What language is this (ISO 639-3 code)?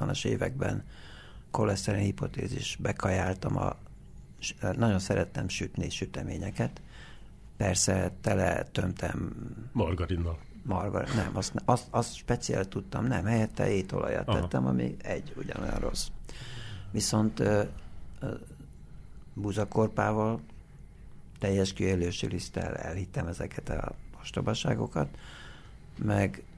hun